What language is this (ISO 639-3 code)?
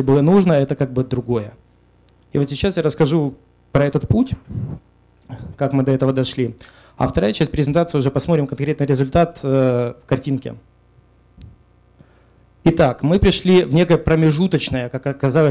rus